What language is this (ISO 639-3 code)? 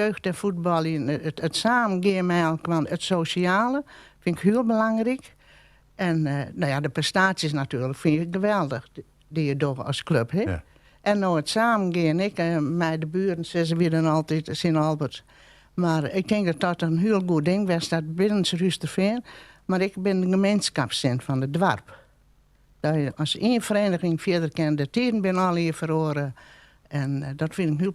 fry